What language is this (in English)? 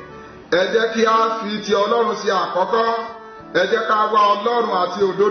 Yoruba